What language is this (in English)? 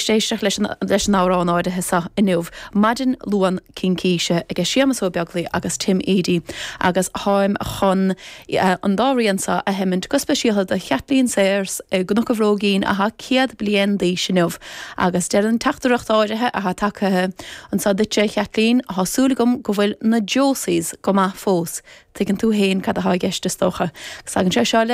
Irish